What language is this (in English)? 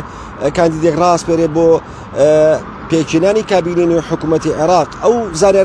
Central Kurdish